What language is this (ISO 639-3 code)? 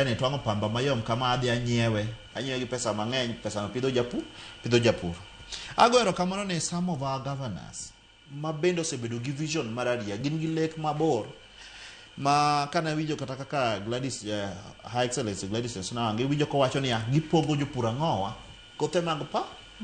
luo